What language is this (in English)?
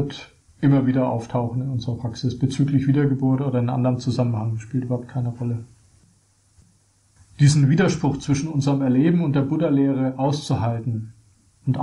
German